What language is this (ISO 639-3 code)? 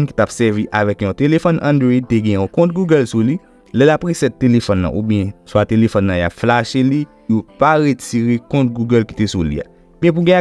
hat